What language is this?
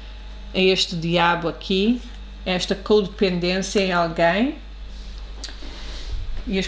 Portuguese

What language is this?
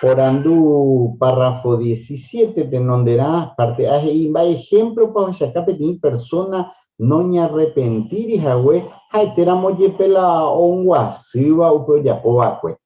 Guarani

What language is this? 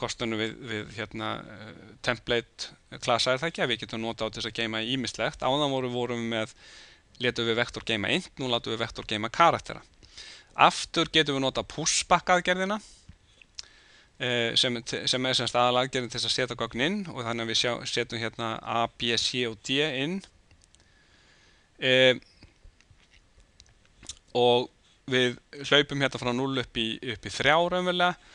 Icelandic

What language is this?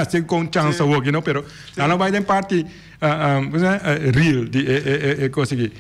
Papiamento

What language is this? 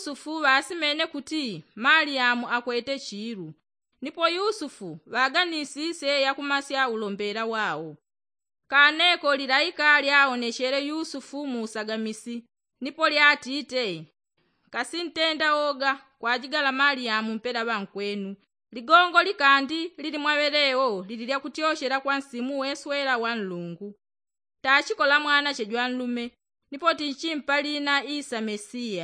Yao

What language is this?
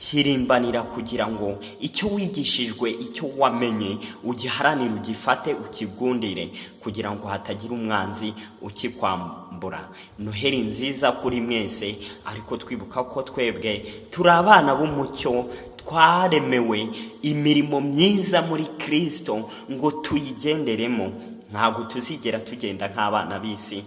Kinyarwanda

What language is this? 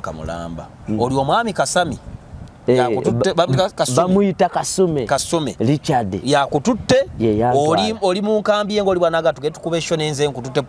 Ganda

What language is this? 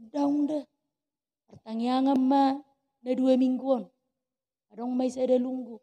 Batak Toba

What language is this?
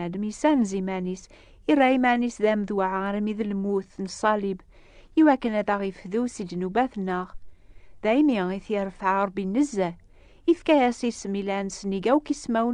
Kabyle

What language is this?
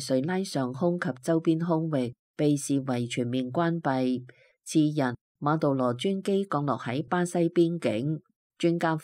Cantonese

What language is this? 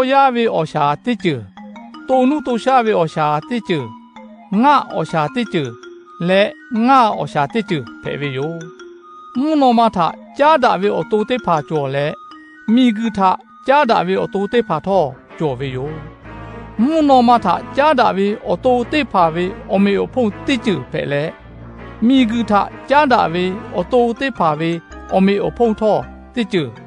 Lahu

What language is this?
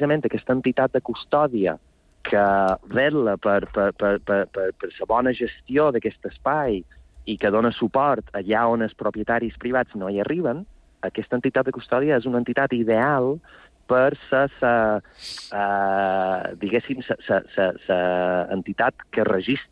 Catalan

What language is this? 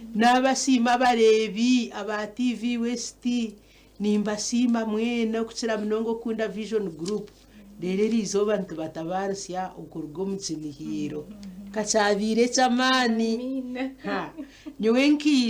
Nyankole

